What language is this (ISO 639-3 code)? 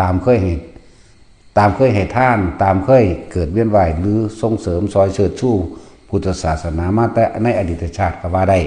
lao